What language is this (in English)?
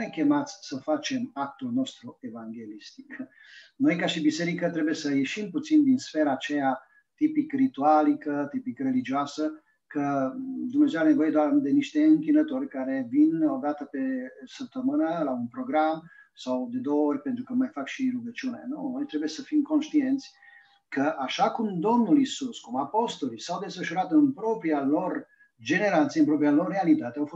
Romanian